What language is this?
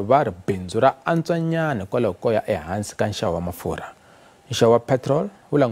Tsonga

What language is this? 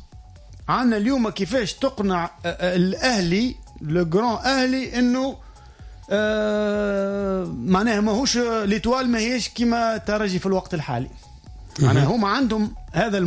Tunisian Arabic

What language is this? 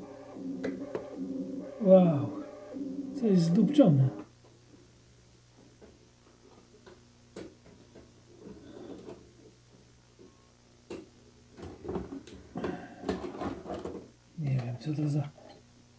Polish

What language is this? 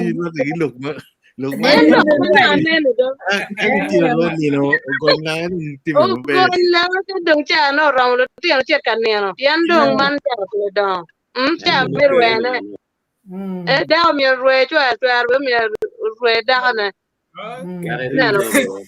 Acoli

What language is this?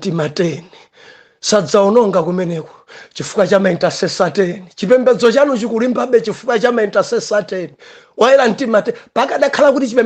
Nyanja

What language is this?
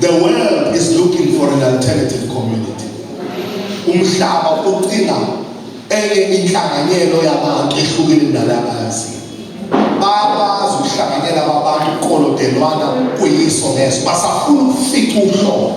Zulu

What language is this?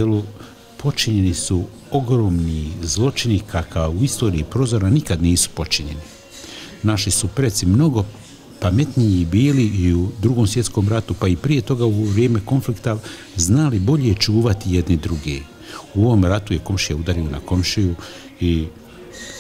Bosnian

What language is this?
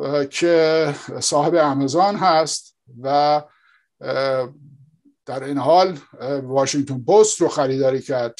Persian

